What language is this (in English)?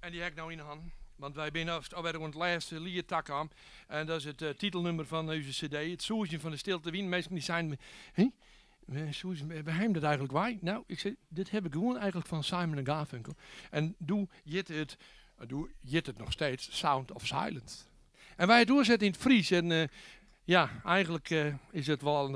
Western Frisian